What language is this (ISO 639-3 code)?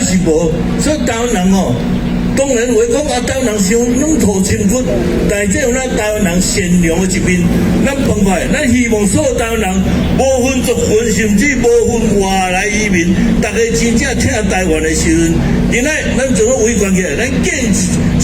nan